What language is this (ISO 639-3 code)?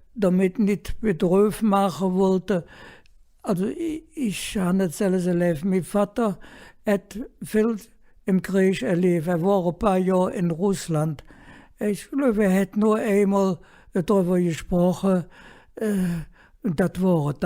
ksh